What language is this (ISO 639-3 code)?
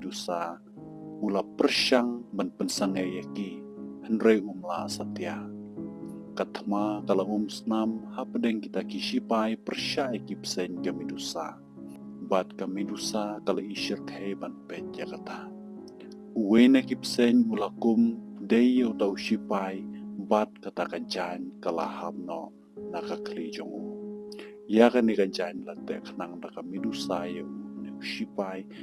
kha